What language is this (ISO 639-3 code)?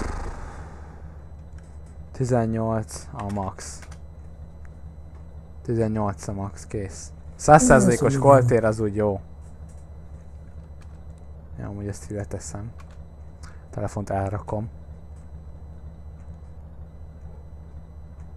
hun